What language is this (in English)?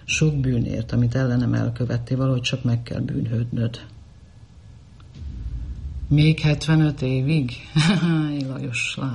Hungarian